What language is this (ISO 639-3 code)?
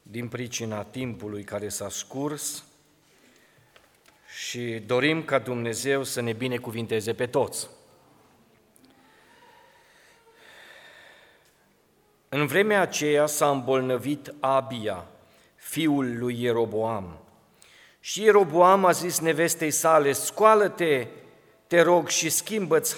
ron